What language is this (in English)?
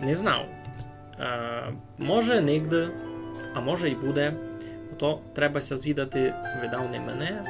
Rusyn